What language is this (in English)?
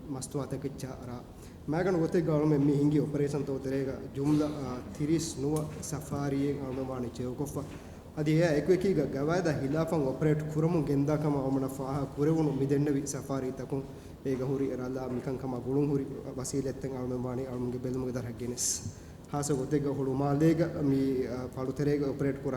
Divehi